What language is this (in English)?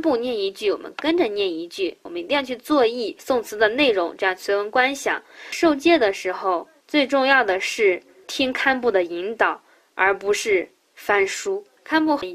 Chinese